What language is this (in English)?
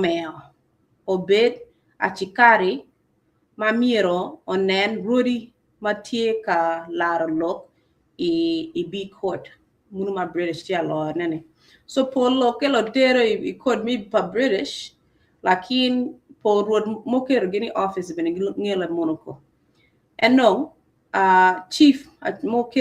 Acoli